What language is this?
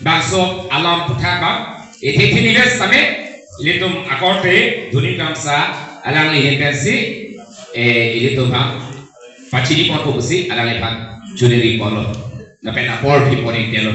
Karbi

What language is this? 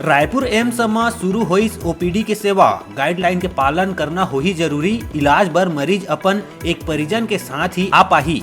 Chhattisgarhi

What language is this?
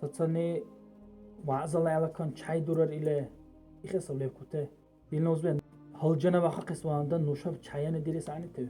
Dargwa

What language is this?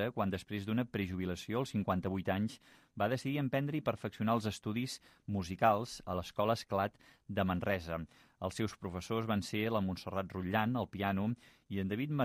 Catalan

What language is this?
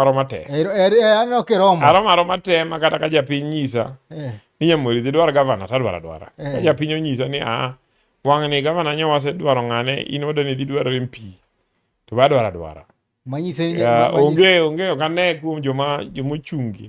Luo (Kenya and Tanzania)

